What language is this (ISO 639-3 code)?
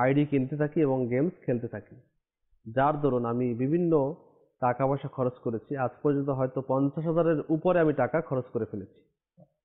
ben